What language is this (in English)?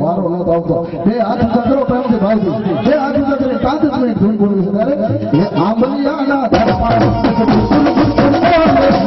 Gujarati